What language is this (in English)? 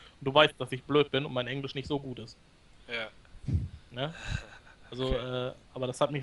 German